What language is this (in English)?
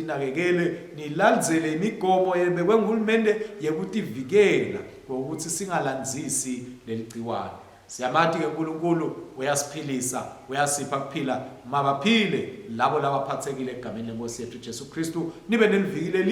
Swati